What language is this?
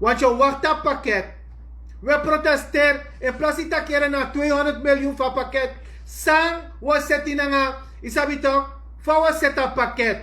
Sranan Tongo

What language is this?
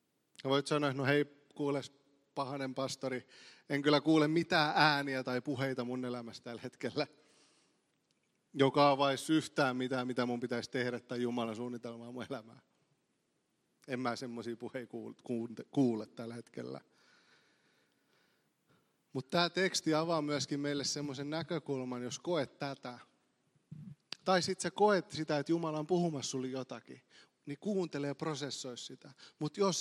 Finnish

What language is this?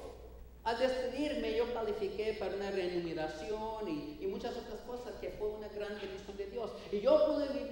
Spanish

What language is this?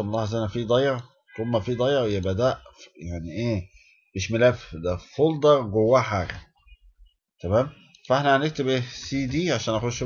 Egyptian Arabic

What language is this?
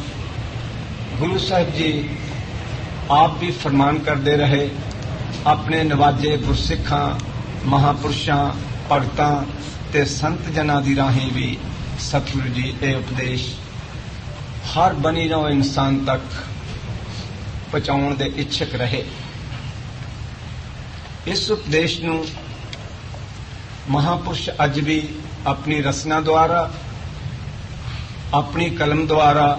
Punjabi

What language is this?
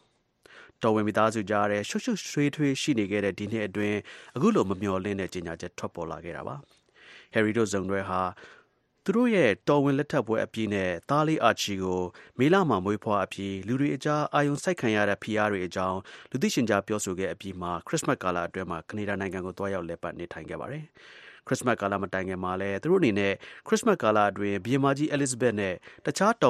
Burmese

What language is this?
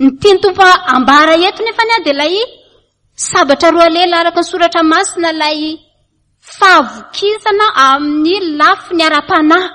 Malagasy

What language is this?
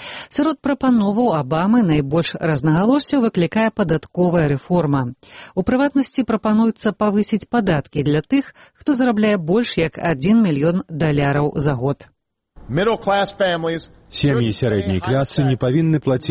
Belarusian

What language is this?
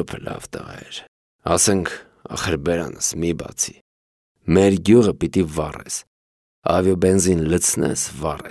Armenian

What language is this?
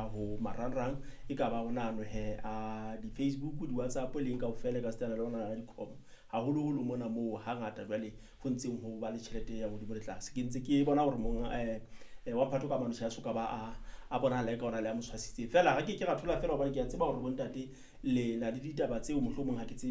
Southern Sotho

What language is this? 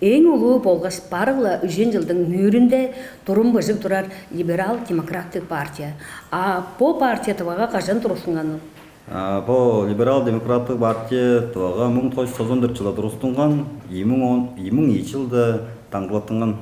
Tuvinian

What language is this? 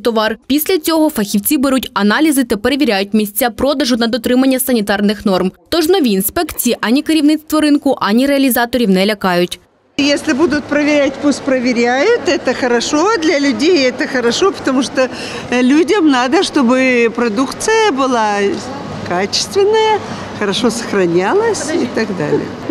Ukrainian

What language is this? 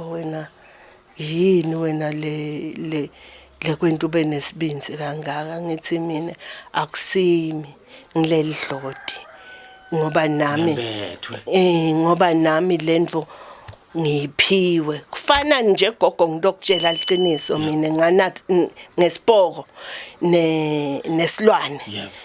Zulu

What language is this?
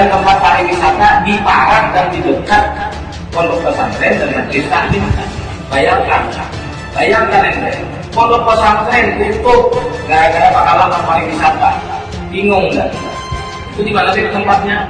Banjar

